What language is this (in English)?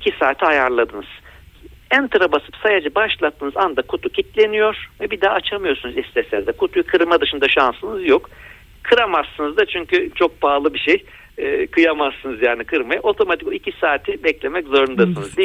Turkish